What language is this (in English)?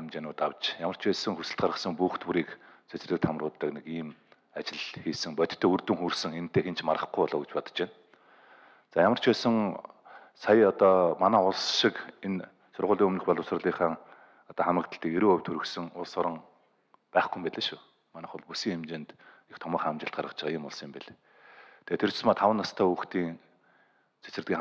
Mongolian